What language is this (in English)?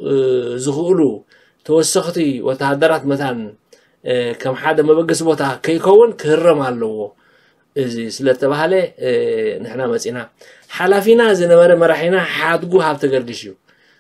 Tigrinya